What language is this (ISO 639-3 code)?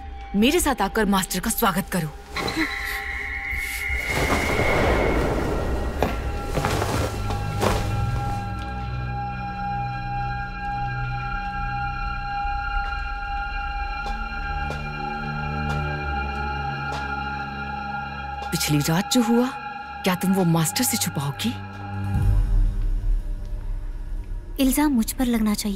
hin